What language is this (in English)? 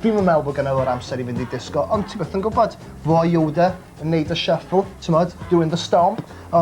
Welsh